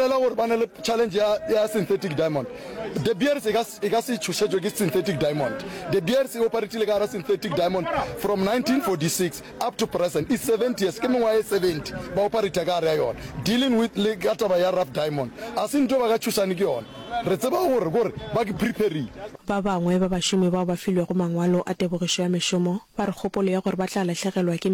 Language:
Northern Sotho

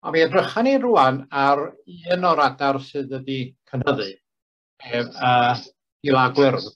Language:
Welsh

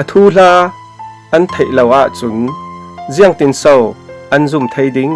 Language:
Falam Chin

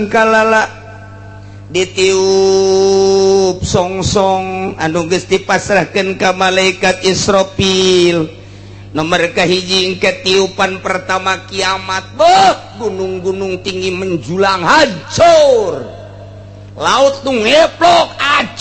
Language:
Sundanese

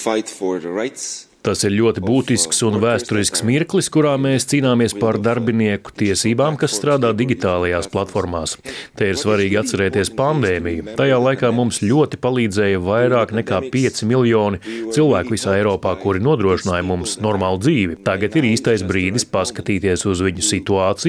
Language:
Latvian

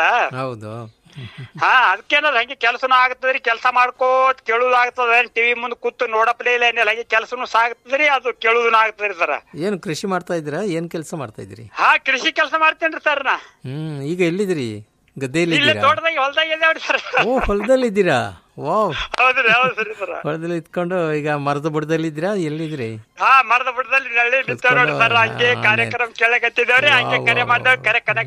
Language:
Kannada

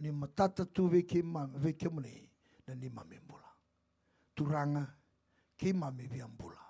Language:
Fijian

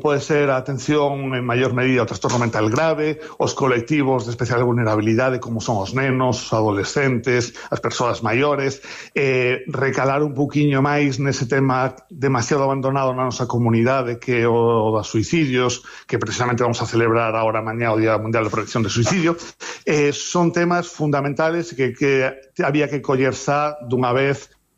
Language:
Galician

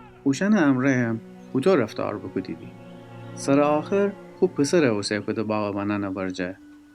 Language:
Gilaki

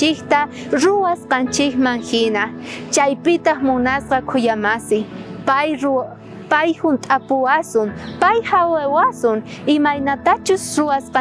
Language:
South Bolivian Quechua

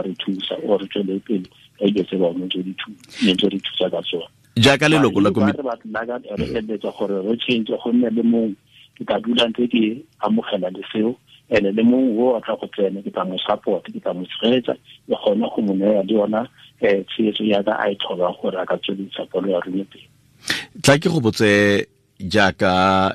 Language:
Tswana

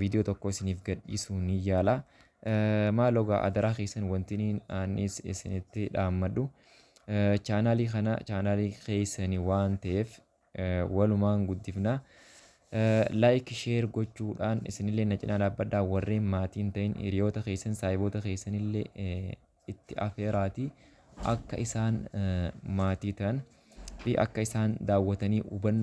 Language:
Oromo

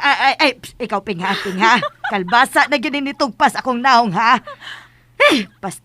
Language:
Cebuano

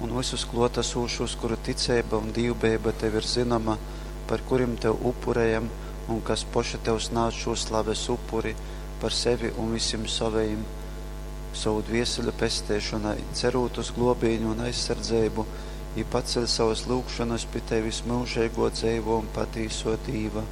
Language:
Latgalian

